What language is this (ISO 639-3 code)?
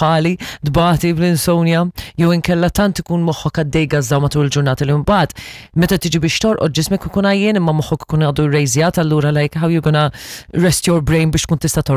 mlt